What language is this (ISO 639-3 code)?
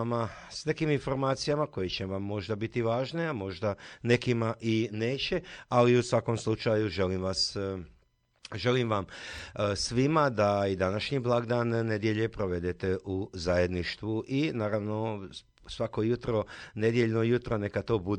hrv